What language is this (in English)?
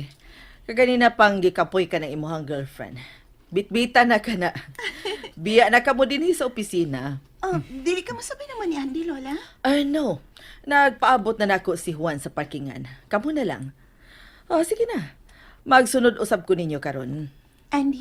Cebuano